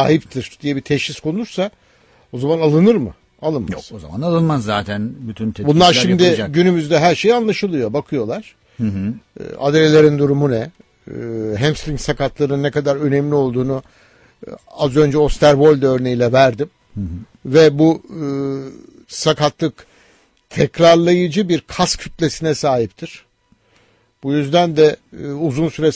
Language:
Turkish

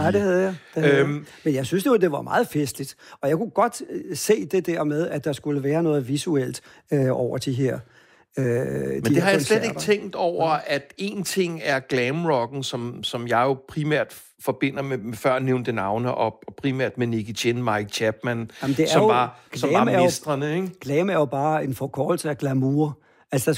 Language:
Danish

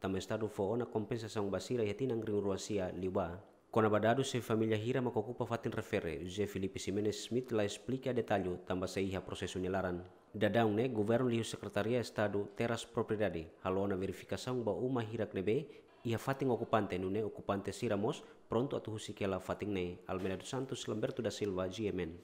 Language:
Tetum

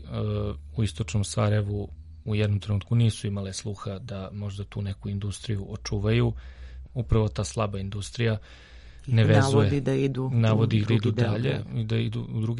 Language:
Serbian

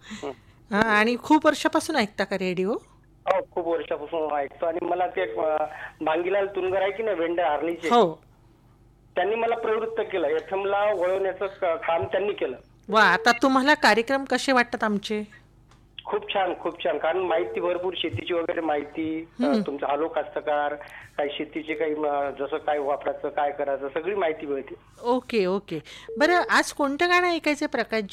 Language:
Marathi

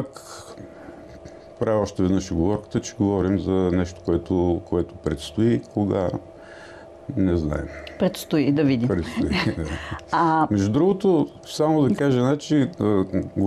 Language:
Bulgarian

